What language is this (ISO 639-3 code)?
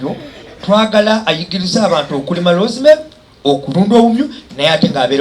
lug